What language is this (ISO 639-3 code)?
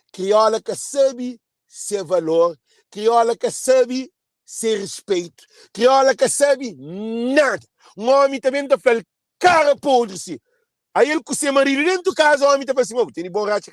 kea